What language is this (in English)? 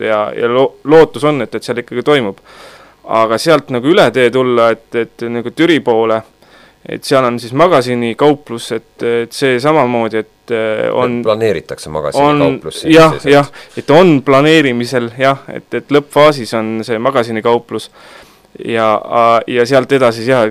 Estonian